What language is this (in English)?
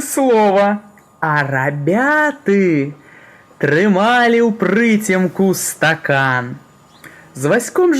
Belarusian